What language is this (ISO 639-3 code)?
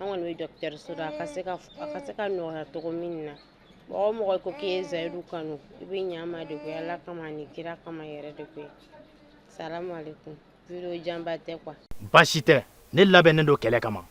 bam